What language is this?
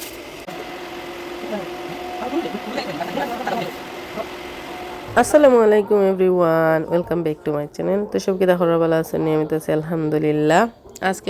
Sylheti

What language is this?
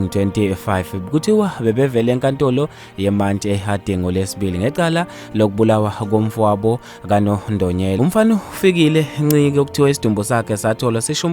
Zulu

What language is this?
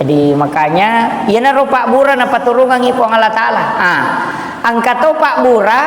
Buginese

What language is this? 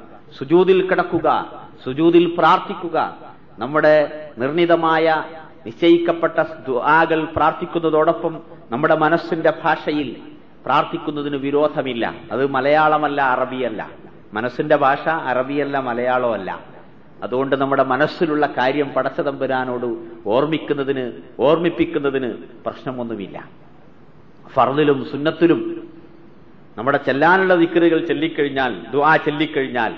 Malayalam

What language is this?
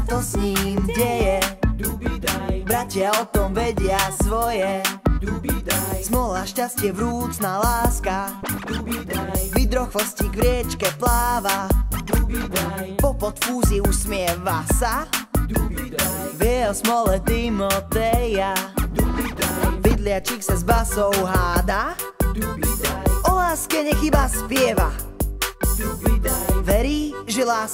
Slovak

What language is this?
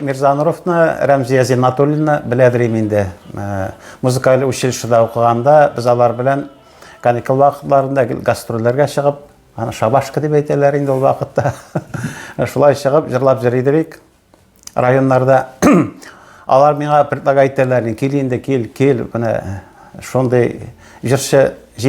Tatar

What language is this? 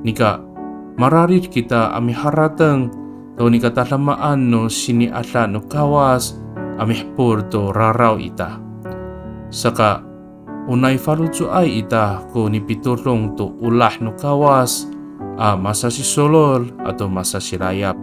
Amis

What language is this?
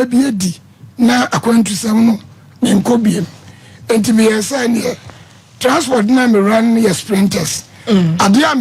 Akan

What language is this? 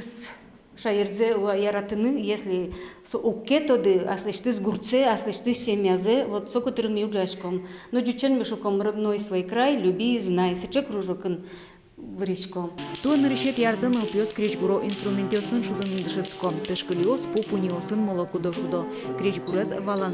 Udmurt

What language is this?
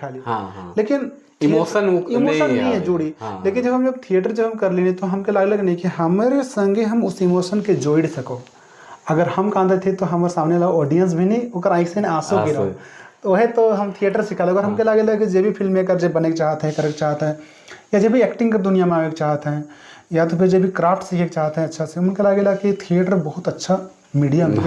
Sadri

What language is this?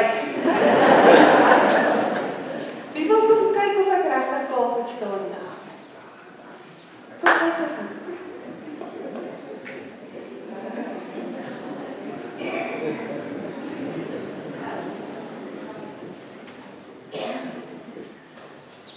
Afrikaans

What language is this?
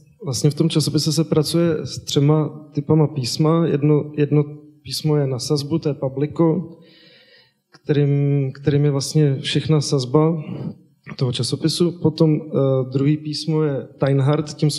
Czech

